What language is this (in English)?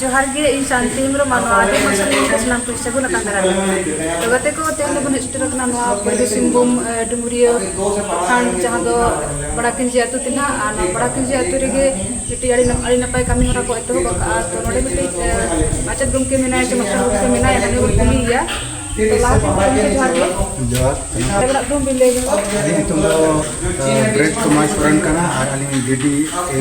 Santali